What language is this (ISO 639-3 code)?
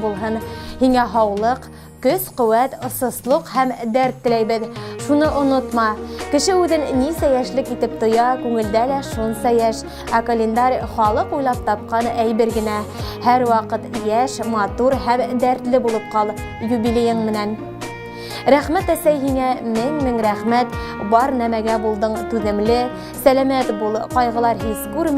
bak